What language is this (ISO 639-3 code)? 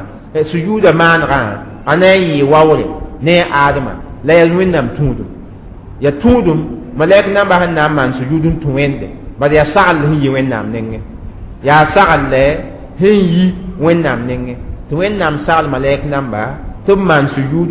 mos